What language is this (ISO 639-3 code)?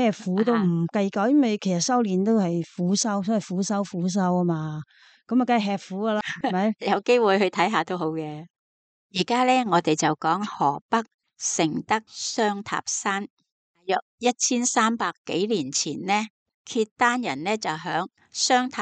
yue